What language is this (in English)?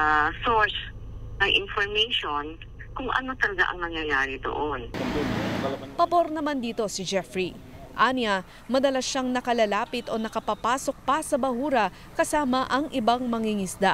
Filipino